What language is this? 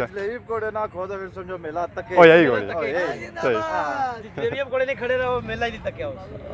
Pahari-Potwari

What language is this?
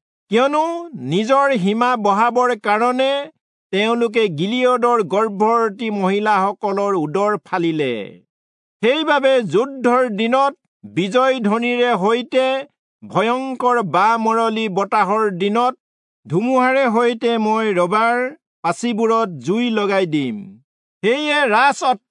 Assamese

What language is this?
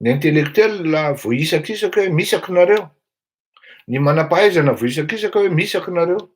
Malagasy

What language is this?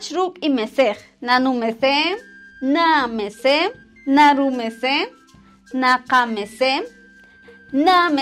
Poqomchi'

